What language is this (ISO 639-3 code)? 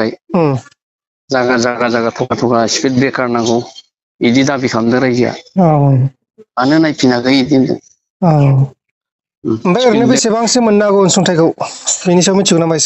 brx